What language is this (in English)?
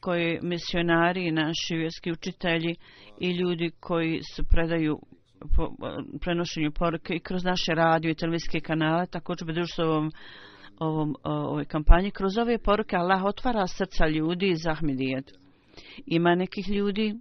Bosnian